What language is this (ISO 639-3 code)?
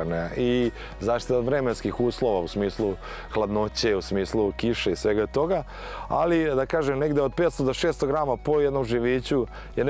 srp